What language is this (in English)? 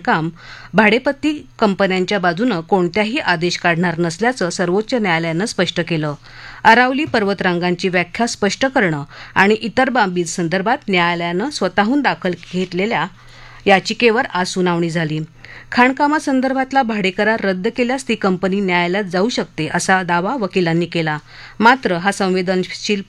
Marathi